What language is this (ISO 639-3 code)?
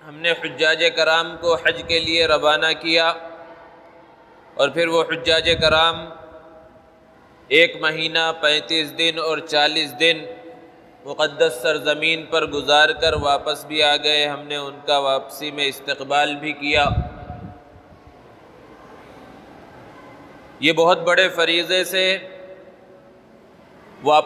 urd